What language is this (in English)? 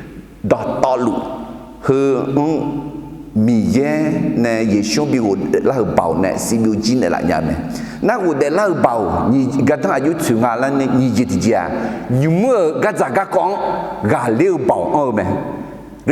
Akha